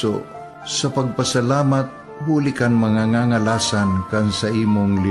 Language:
Bikol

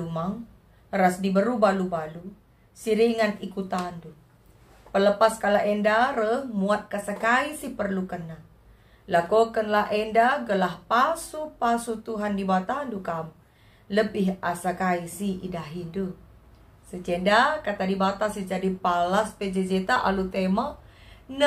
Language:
Batak Karo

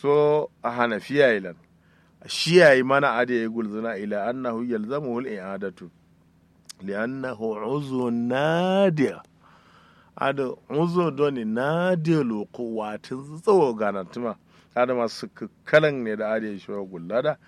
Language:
Kanuri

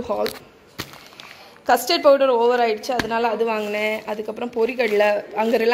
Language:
Tamil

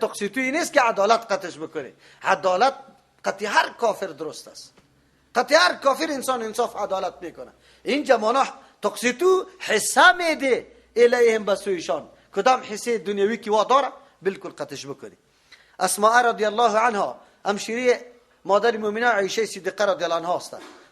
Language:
Persian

